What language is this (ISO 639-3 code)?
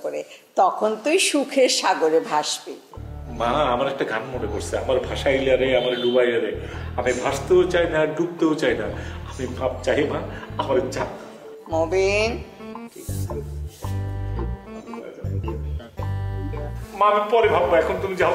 ben